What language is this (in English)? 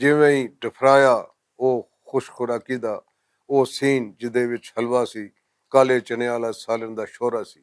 Western Panjabi